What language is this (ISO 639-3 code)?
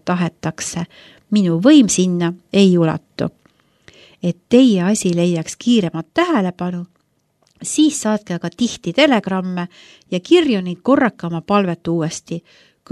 est